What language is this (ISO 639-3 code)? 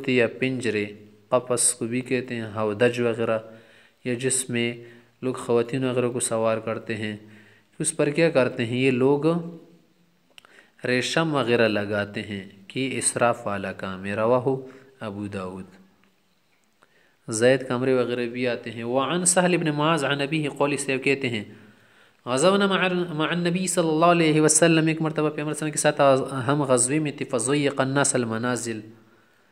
urd